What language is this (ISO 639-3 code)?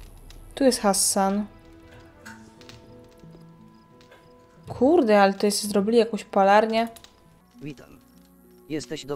pol